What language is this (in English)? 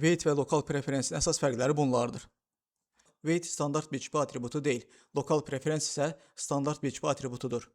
Azerbaijani